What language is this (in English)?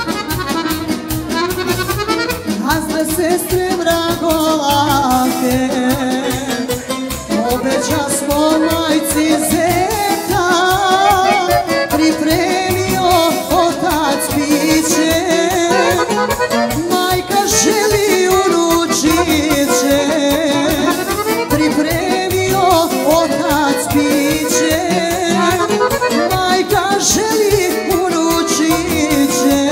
Serbian